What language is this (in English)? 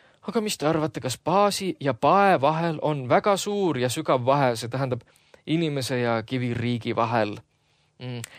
Estonian